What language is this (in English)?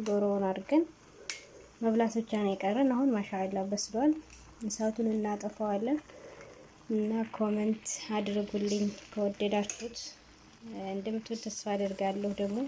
Amharic